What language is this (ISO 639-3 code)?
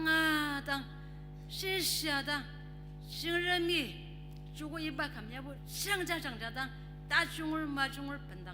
njo